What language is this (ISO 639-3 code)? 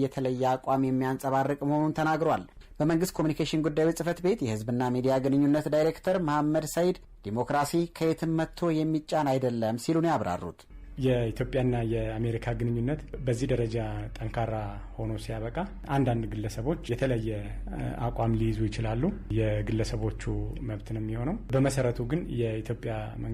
amh